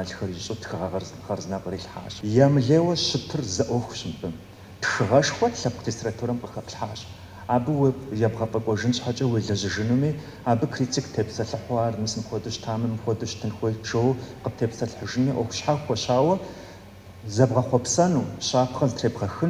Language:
Kabardian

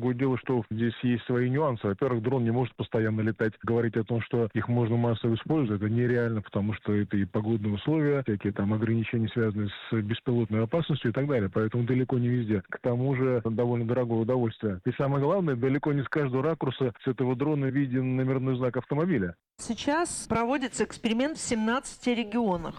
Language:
Russian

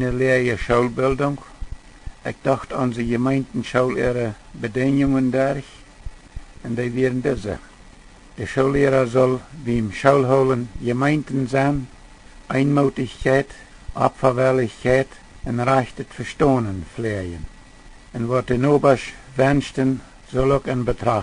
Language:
Plautdietsch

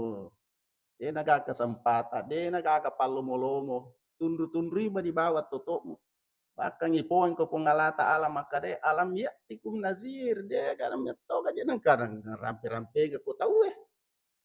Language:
Buginese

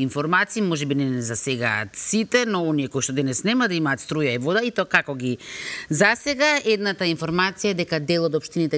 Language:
Macedonian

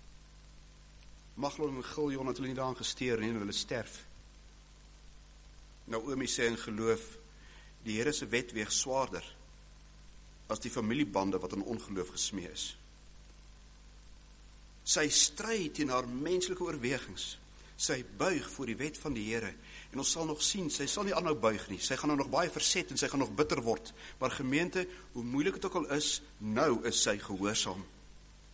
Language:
Afrikaans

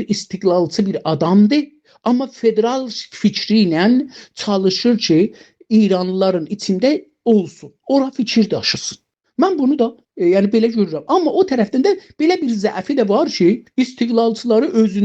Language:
South Azerbaijani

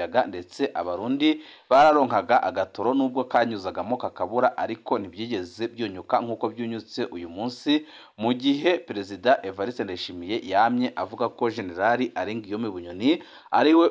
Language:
Rundi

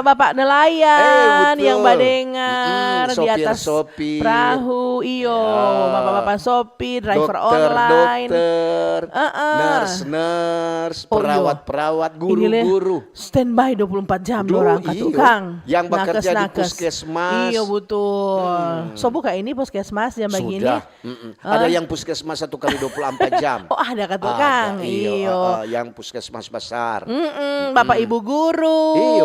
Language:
Manado Malay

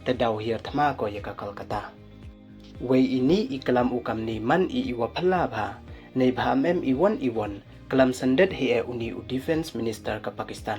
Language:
Pnar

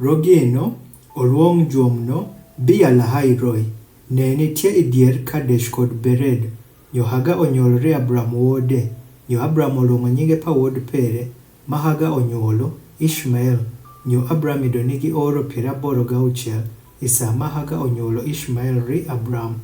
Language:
Adhola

